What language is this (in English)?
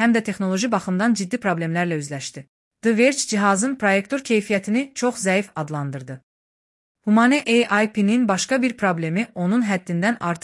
Azerbaijani